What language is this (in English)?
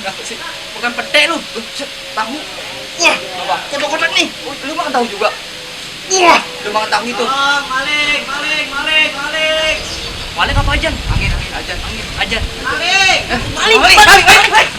Betawi